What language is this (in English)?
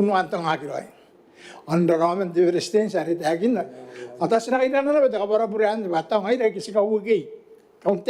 Gilbertese